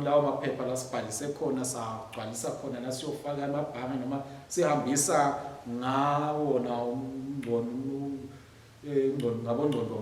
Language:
Swati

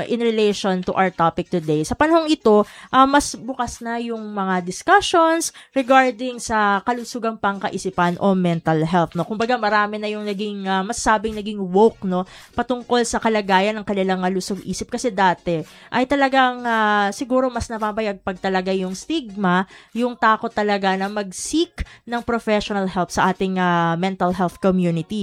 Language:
Filipino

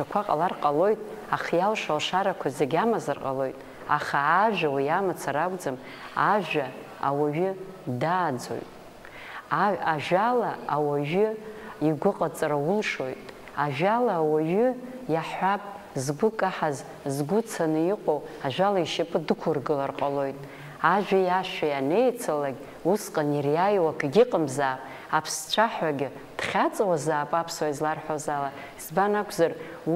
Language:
Abkhazian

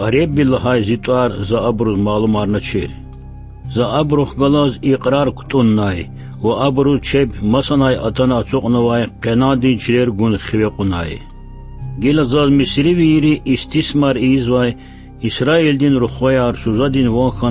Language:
Lezghian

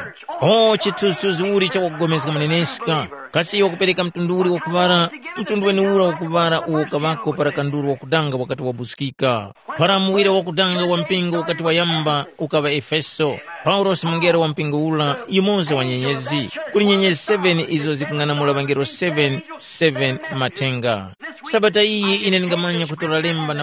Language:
Tumbuka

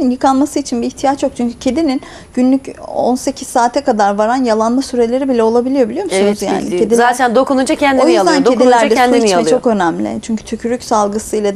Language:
Turkish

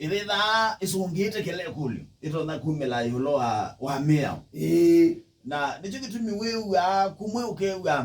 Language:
Kamba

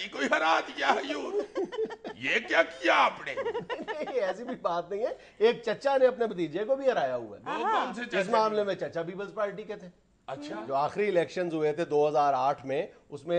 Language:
Urdu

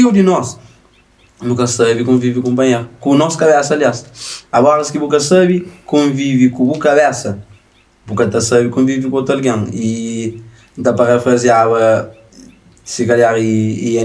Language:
Kabuverdianu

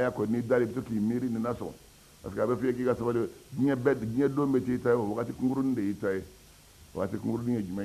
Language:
Bambara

